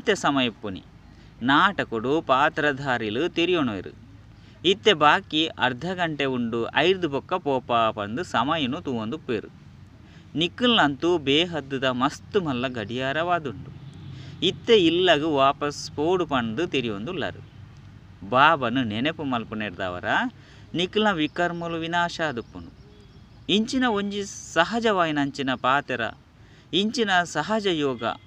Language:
Tulu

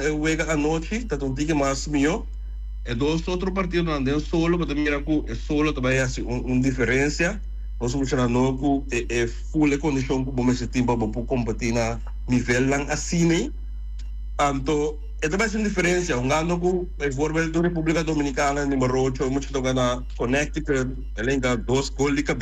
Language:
Papiamento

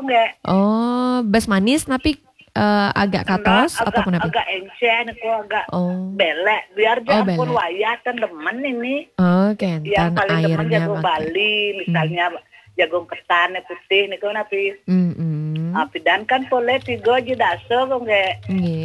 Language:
Balinese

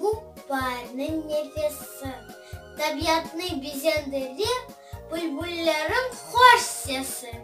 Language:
Crimean Tatar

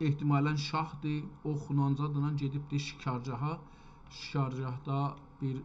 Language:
South Azerbaijani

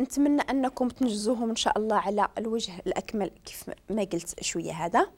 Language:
Moroccan Arabic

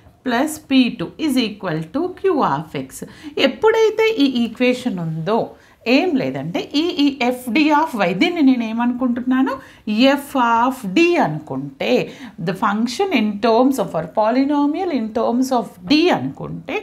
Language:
Telugu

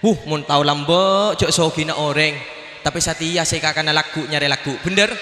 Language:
Madurese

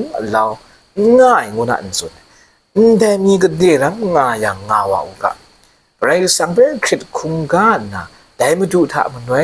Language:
Kachin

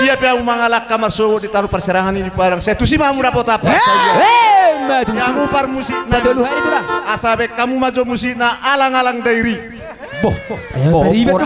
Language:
Batak Toba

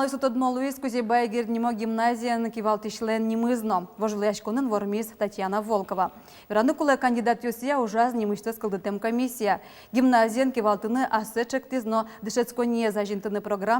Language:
Udmurt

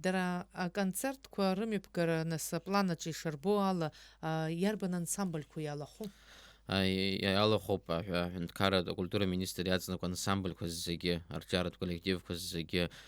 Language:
Abkhazian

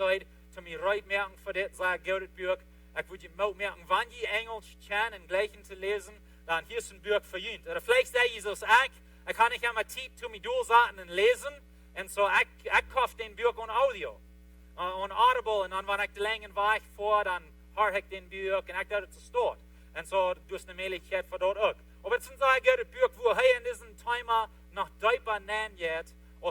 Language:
Plautdietsch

